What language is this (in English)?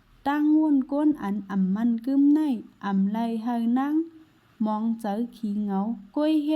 Shan